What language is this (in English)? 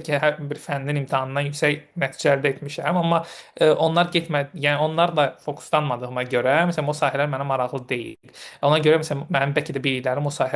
Azerbaijani